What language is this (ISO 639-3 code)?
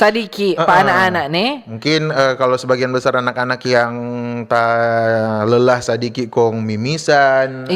xmm